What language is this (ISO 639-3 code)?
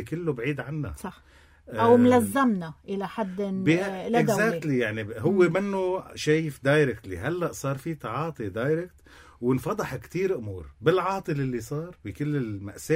apc